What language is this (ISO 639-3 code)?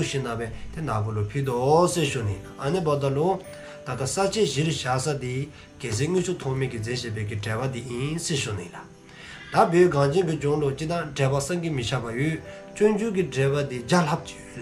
dzo